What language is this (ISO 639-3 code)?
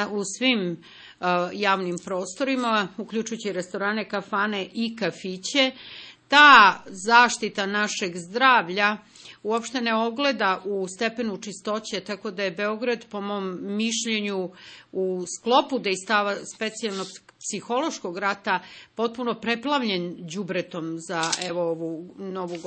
srp